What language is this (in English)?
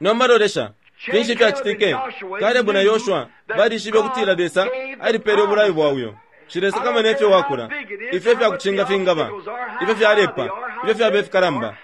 Bemba